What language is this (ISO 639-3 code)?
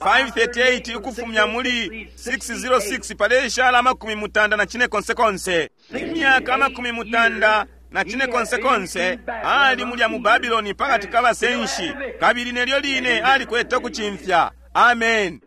bem